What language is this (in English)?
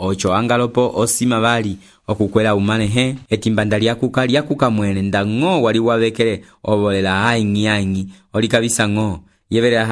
Umbundu